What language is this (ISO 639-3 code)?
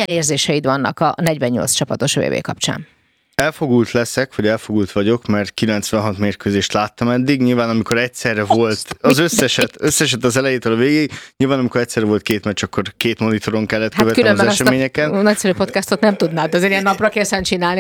hun